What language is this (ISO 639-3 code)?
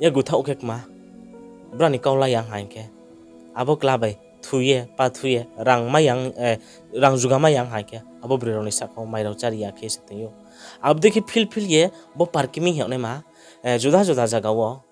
ria